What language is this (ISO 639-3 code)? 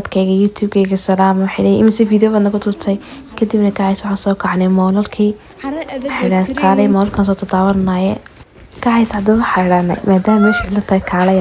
som